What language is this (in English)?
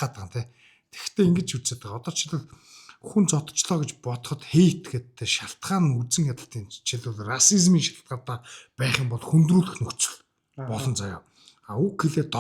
Mongolian